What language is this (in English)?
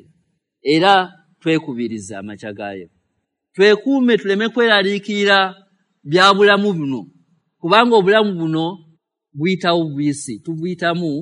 Ganda